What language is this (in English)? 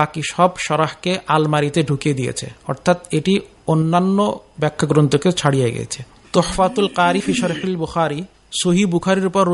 Bangla